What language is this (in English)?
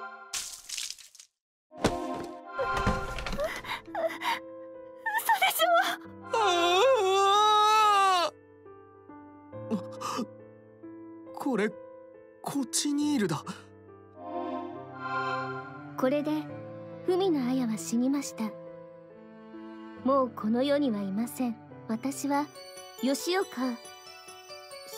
Japanese